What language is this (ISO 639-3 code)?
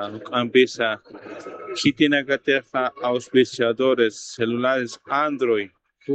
aym